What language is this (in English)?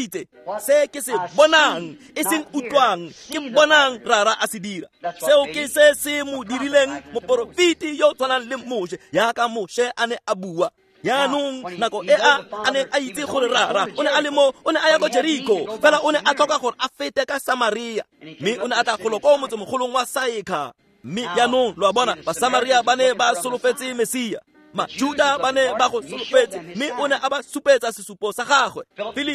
Tswana